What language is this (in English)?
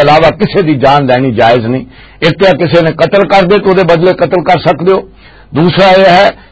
Western Panjabi